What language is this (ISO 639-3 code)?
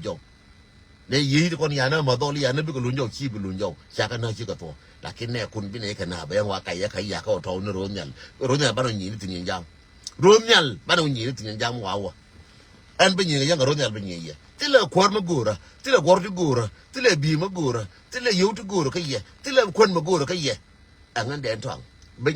nus